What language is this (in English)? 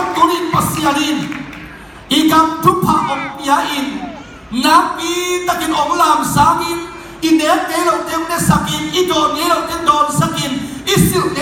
Tedim Chin